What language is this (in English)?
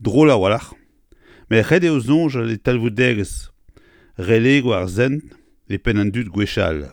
Breton